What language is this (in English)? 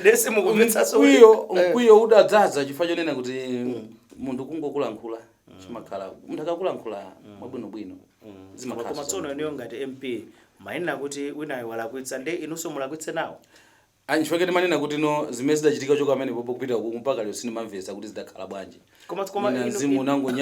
Nyanja